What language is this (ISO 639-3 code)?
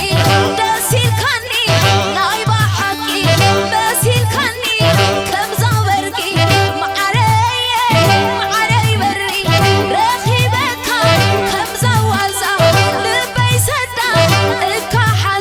tir